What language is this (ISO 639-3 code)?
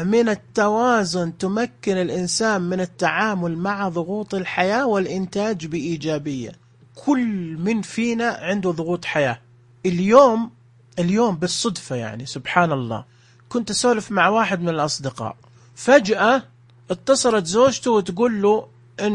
ars